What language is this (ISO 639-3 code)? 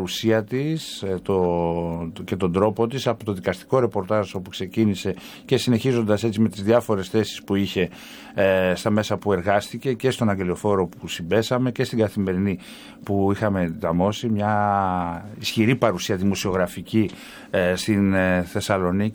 ell